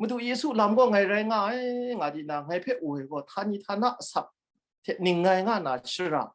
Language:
Kachin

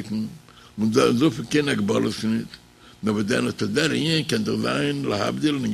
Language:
Yiddish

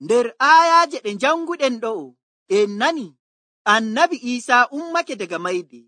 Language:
Nigerian Fulfulde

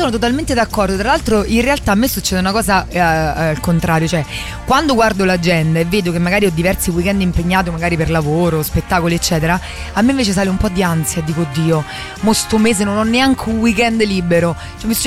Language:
Italian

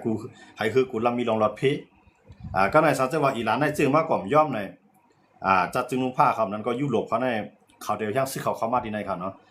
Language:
Shan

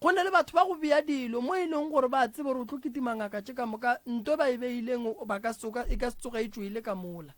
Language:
Northern Sotho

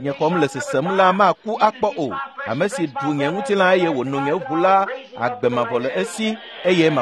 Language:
Ewe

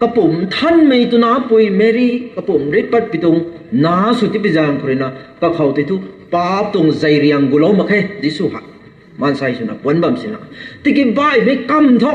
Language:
Rongmei Naga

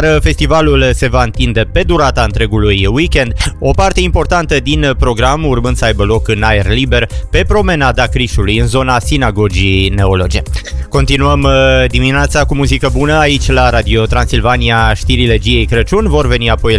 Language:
Romanian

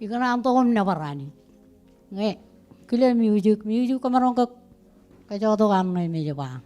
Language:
Marshallese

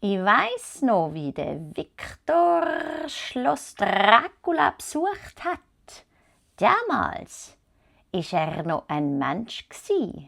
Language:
Swiss German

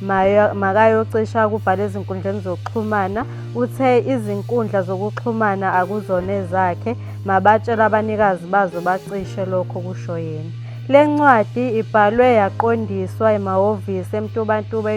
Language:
Zulu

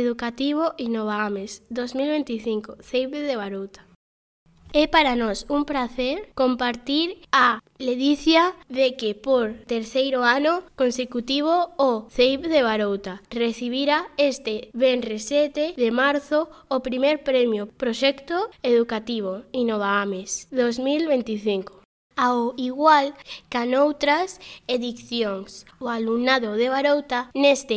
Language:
Galician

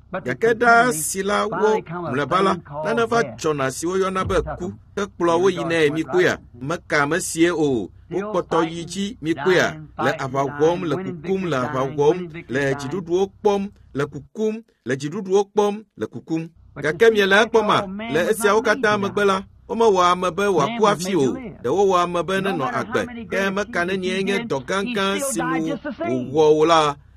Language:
Ewe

